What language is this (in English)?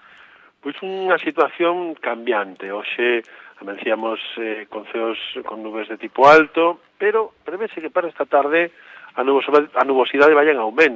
Galician